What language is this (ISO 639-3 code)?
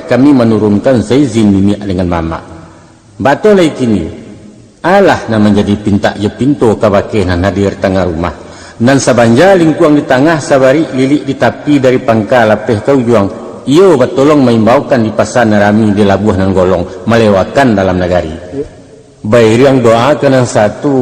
min